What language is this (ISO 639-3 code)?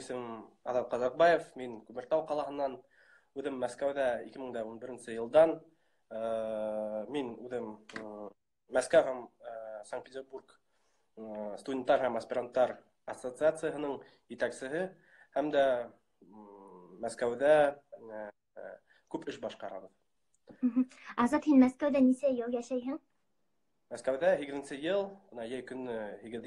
bak